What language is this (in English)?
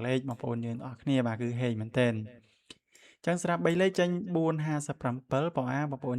Khmer